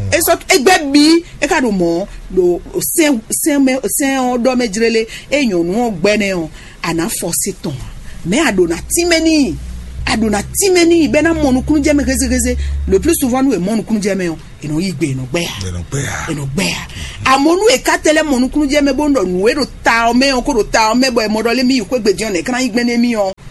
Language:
Fon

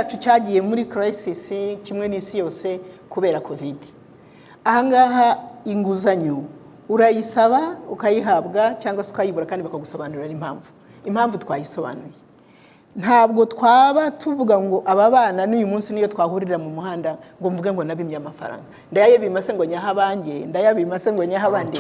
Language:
Kinyarwanda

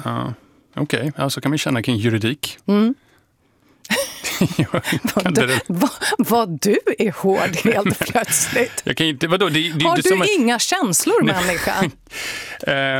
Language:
Swedish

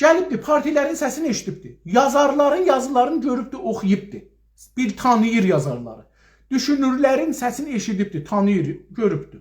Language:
South Azerbaijani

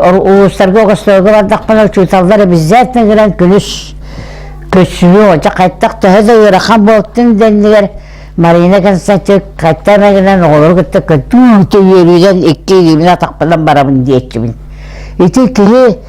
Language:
Yakut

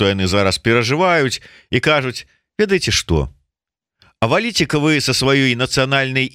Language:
Belarusian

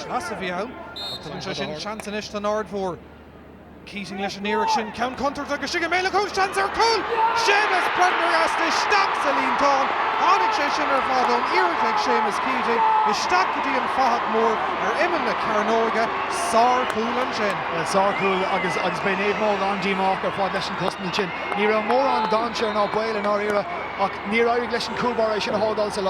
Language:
Irish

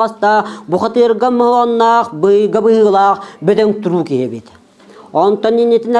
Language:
Yakut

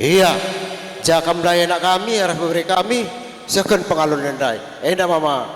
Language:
Batak Karo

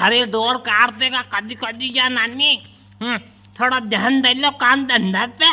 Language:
Rajasthani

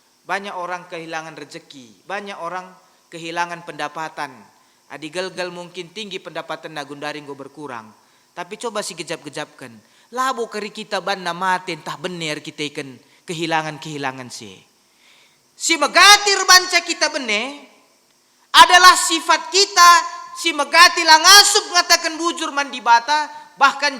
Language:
Batak Karo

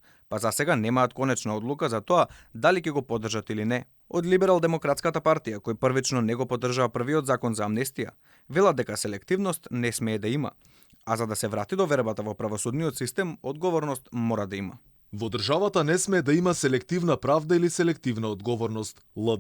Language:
Macedonian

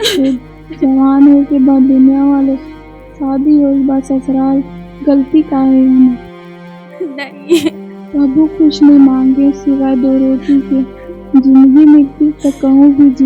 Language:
Chhattisgarhi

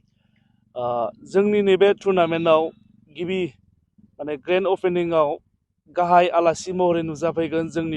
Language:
Bodo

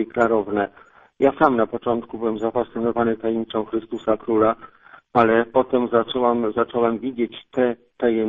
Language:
Polish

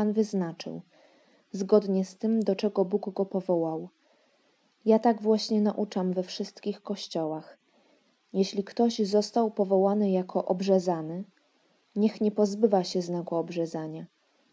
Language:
Polish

